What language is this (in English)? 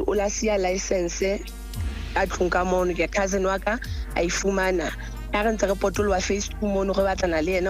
Southern Sotho